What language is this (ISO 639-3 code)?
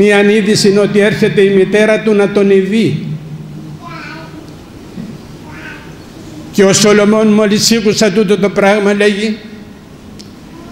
ell